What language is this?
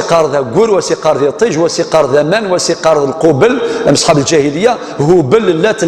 Kabyle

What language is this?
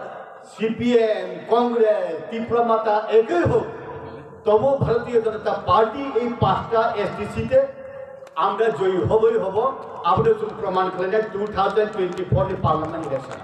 Kok Borok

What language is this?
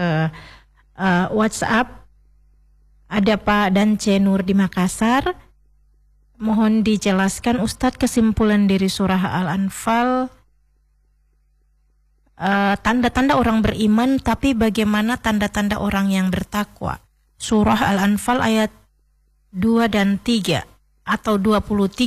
Indonesian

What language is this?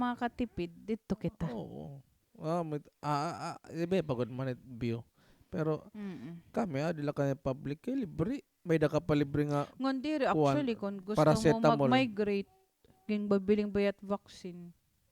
Waray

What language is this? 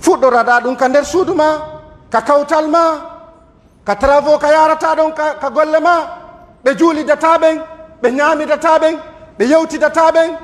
Pular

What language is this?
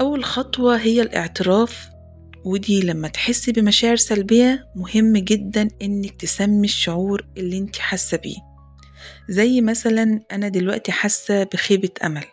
Egyptian Arabic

